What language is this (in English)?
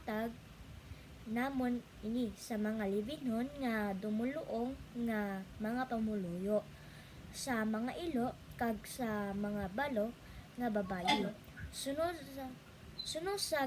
Hiligaynon